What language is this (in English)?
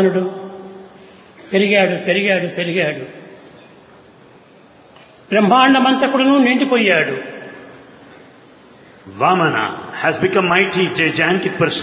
Telugu